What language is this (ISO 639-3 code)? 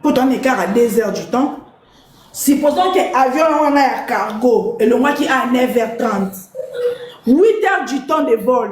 lin